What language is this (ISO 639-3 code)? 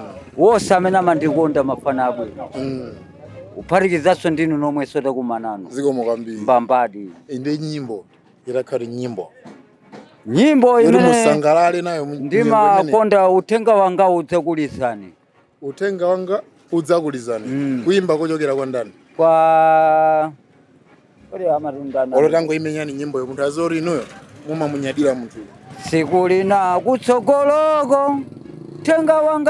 nya